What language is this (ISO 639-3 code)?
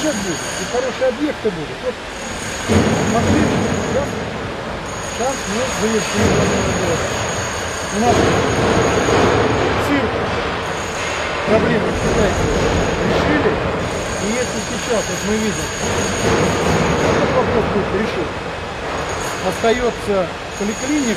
rus